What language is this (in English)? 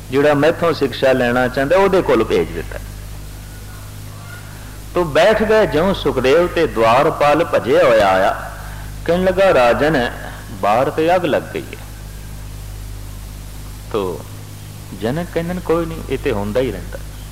Punjabi